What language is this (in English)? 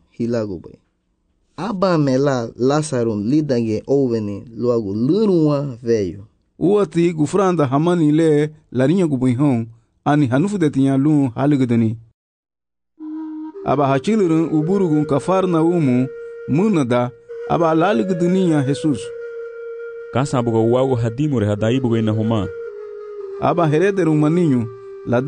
Garifuna